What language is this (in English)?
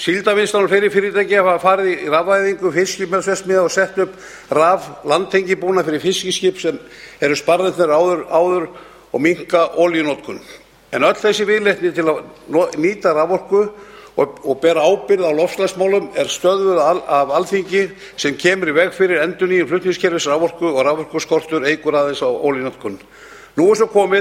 Icelandic